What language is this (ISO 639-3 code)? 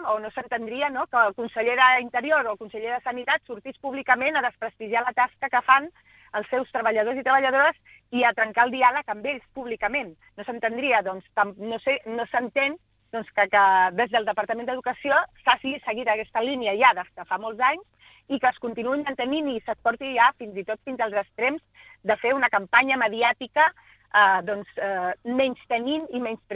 cat